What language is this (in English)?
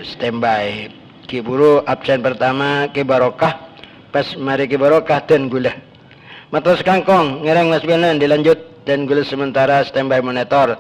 Madurese